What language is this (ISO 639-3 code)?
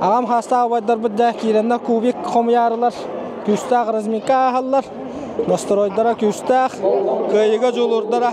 sah